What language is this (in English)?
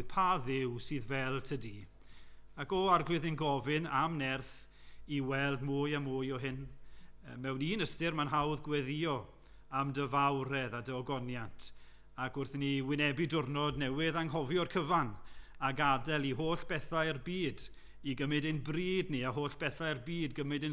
Welsh